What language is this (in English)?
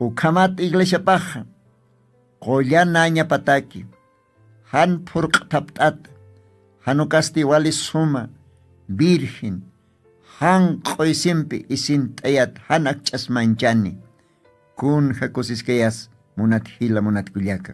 Aymara